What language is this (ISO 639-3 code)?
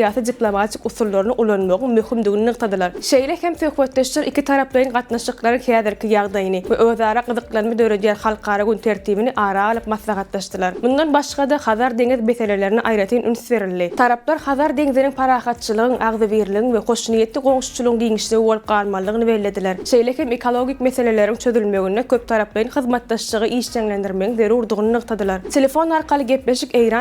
tuk